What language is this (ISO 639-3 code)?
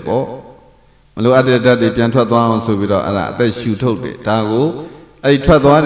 mya